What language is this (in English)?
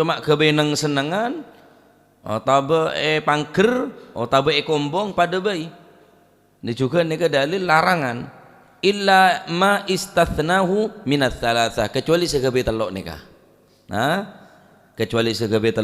Madurese